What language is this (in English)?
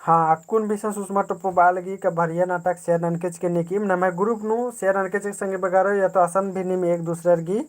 Kurukh